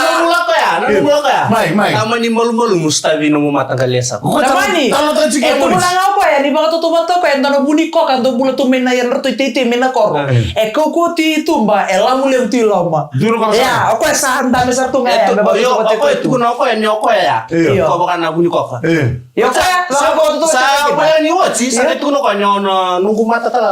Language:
Fijian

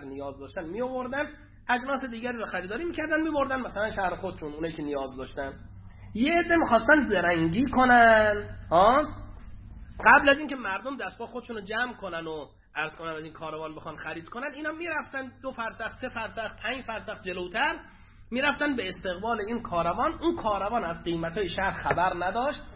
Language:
Persian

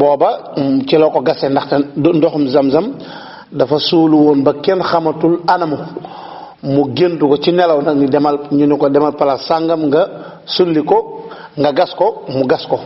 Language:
Wolof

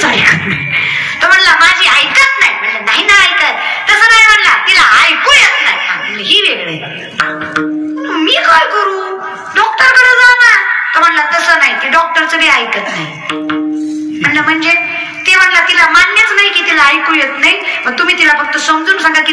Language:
Marathi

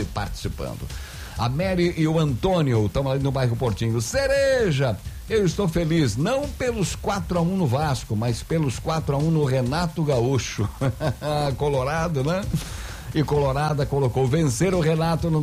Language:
Portuguese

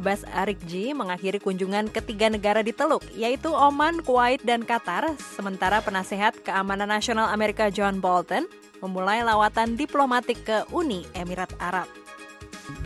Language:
Indonesian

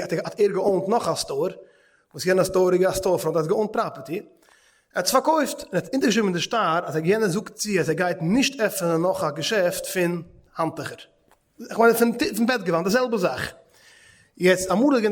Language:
Yiddish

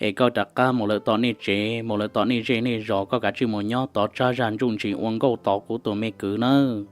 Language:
Hmong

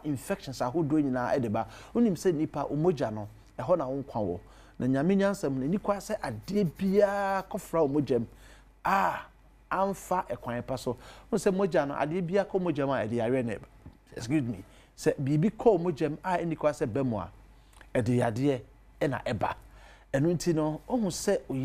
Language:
Akan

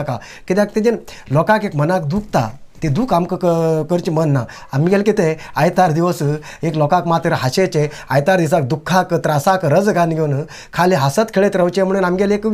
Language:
Konkani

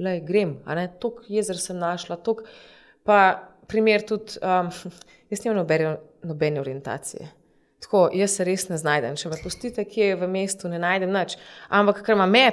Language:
Slovenian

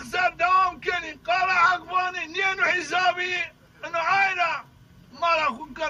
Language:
Zaza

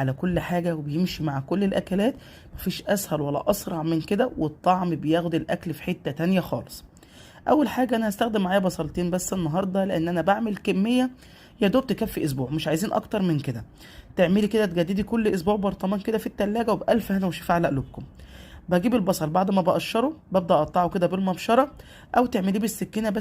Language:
Egyptian Arabic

